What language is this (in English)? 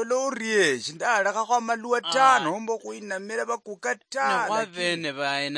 Luyia